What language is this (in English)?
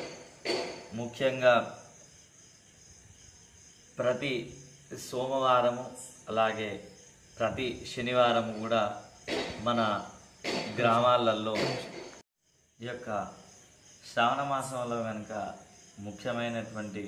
Telugu